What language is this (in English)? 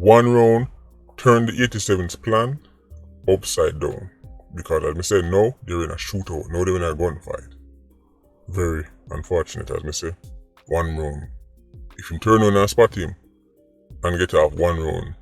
Jamaican Creole English